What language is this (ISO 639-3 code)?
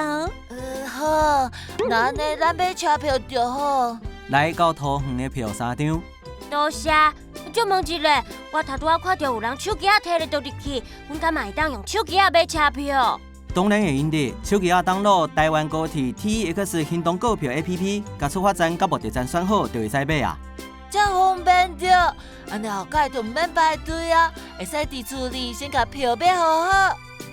nan